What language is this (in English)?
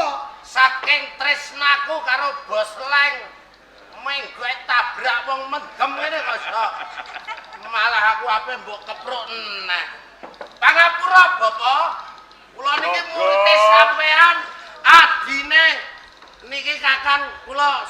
Javanese